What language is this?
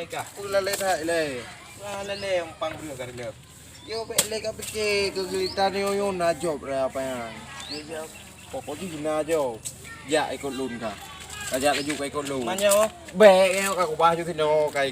Achinese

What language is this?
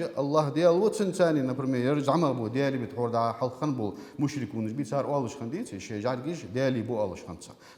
Ingush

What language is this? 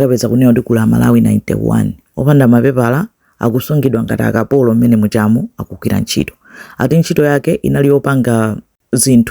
Nyanja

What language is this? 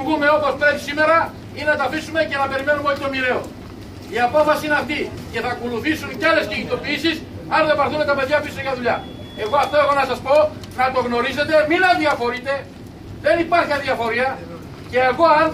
Greek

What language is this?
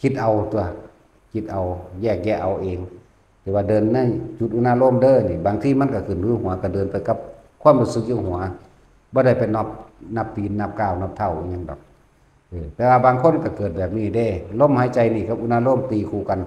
Northeastern Thai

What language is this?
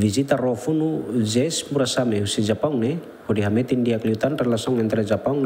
Tetum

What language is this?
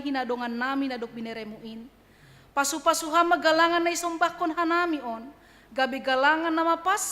Batak Simalungun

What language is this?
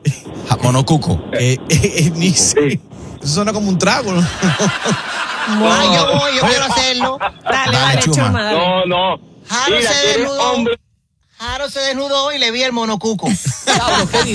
Spanish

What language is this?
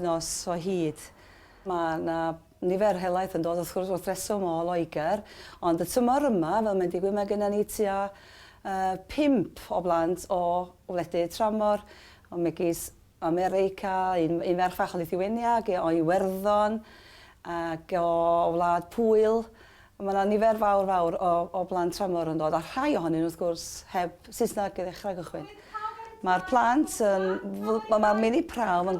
Welsh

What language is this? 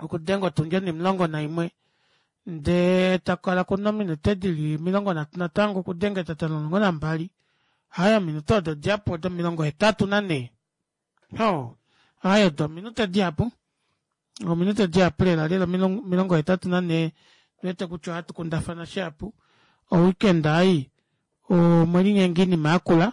Kuanyama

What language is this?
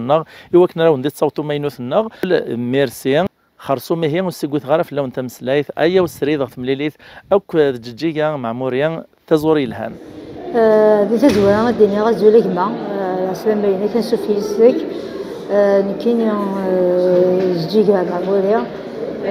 Kabyle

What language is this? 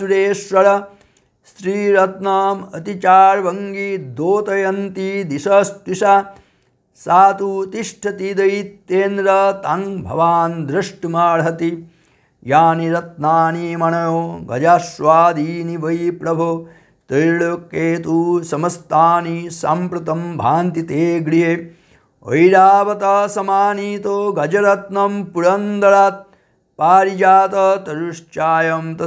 Sanskrit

